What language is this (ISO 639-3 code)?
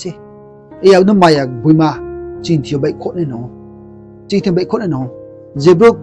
ria